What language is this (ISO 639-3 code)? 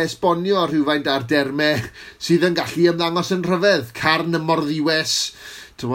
cym